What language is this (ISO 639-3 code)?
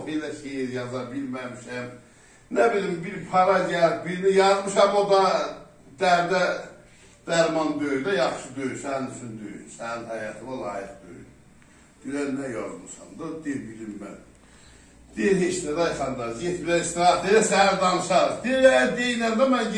azb